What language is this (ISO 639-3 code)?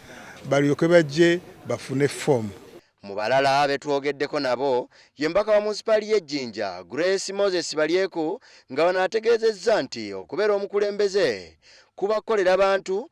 lug